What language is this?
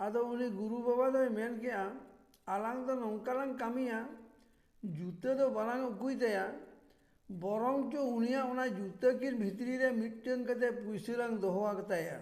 Santali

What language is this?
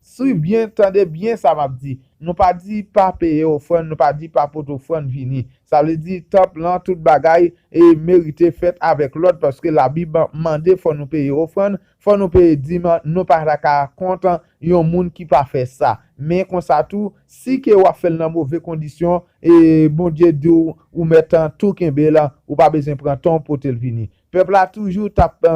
Haitian Creole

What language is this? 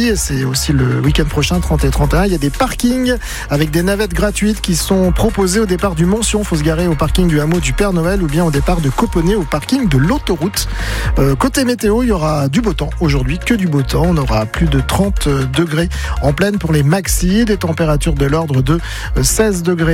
French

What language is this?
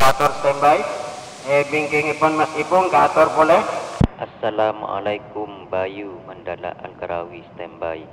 Madurese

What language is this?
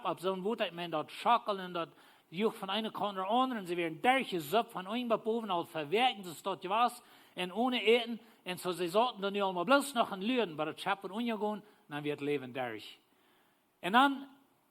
Plautdietsch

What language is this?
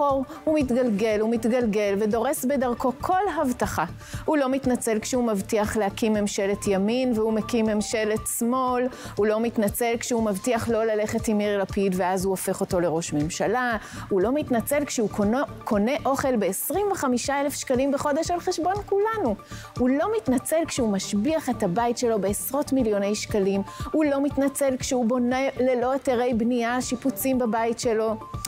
Hebrew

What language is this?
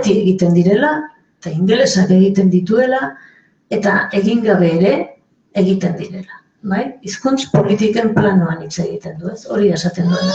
Basque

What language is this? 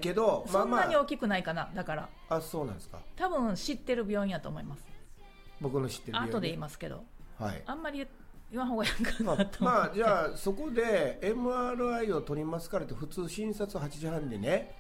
Japanese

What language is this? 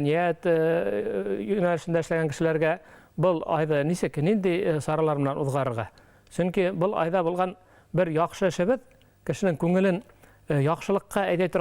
Bashkir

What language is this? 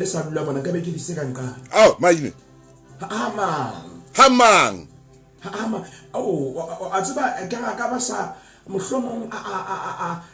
Southern Sotho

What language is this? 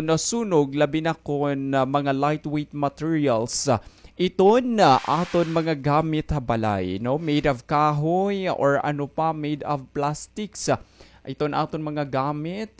Waray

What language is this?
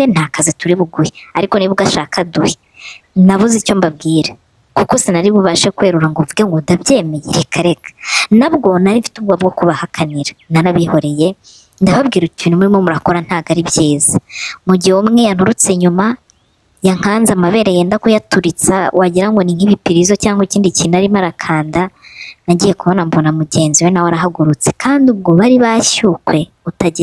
Kinyarwanda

